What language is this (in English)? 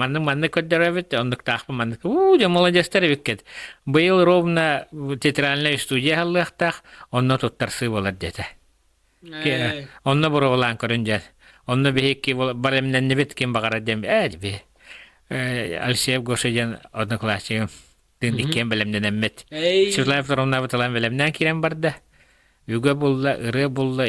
Yakut